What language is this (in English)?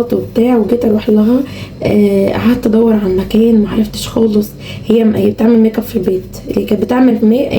Egyptian Arabic